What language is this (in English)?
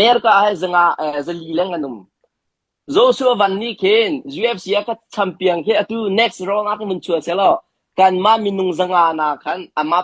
Hakha Chin